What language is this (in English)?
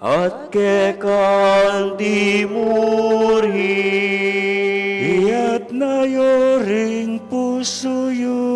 Pampanga